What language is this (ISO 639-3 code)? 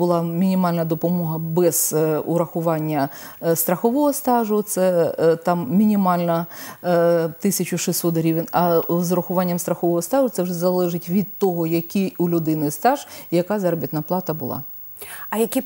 ukr